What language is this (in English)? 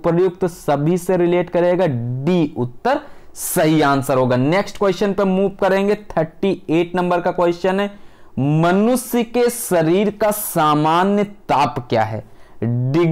Hindi